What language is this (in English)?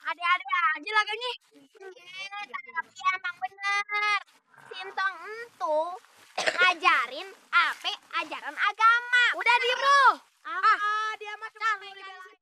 Betawi